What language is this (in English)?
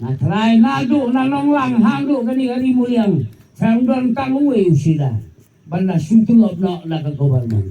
Khasi